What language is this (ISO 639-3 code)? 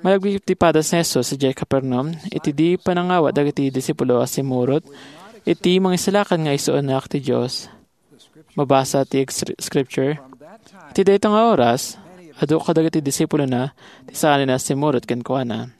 ilo